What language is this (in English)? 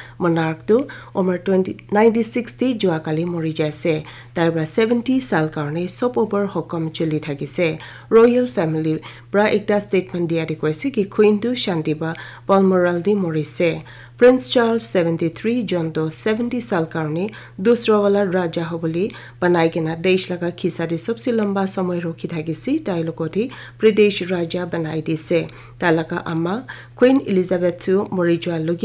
Naga Pidgin